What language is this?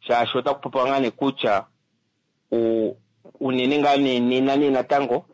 Kuanyama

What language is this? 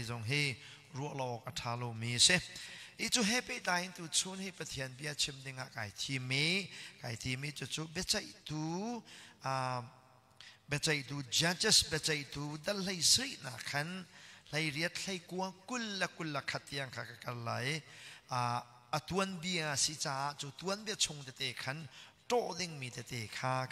Hakha Chin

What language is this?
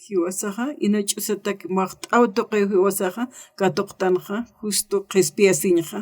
Aymara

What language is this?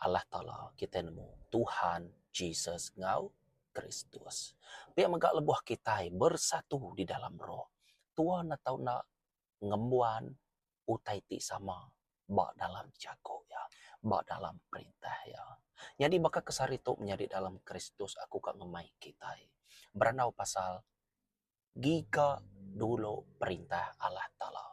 Iban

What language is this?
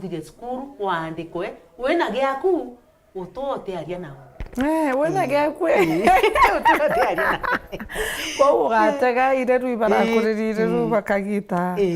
Meru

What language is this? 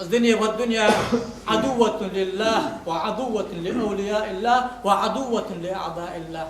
Ingush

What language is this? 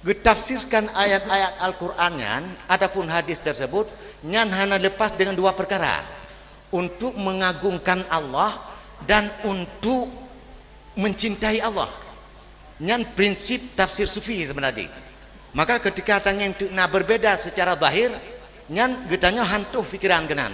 Achinese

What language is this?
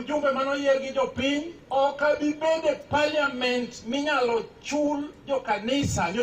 Luo (Kenya and Tanzania)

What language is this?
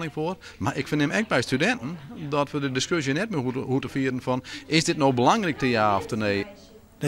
Western Frisian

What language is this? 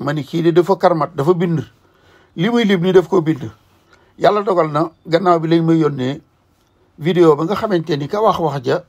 Wolof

